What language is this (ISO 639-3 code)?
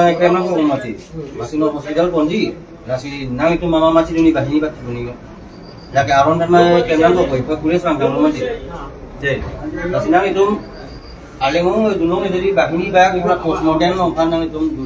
mjw